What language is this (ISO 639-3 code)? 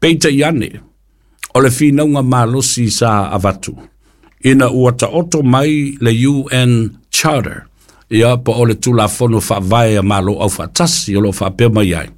smo